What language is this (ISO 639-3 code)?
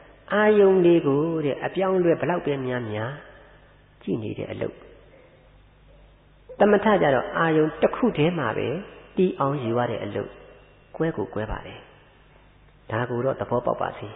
mya